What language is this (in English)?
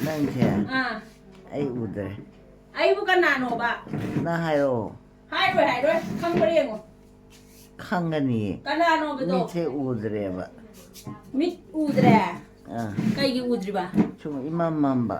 Manipuri